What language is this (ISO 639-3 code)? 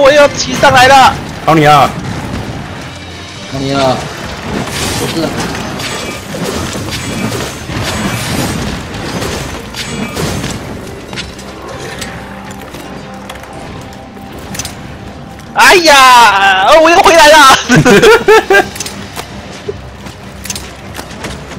zho